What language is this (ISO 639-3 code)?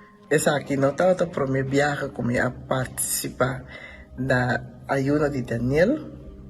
pap